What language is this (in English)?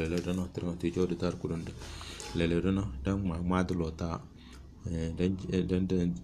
Tem